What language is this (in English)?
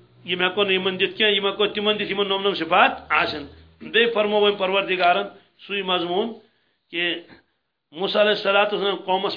Kashmiri